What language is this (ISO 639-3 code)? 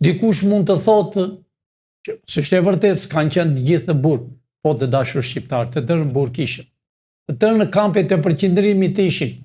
sqi